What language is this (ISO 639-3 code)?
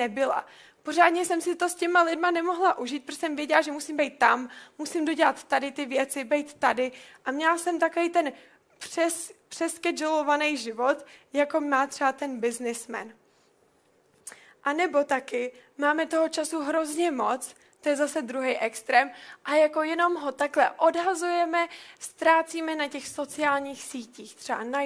ces